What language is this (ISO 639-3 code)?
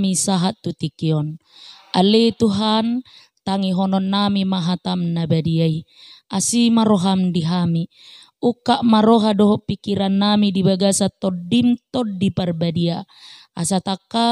bbc